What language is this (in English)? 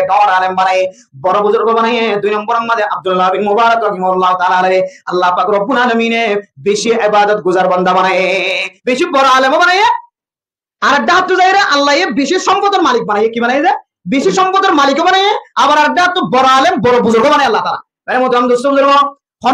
Rohingya